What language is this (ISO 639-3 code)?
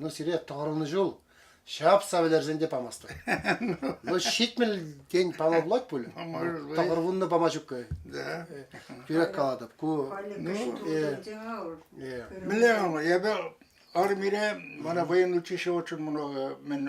chv